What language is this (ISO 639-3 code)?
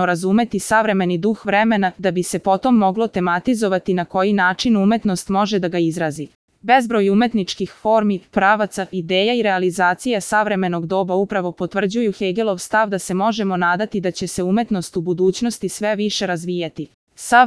srp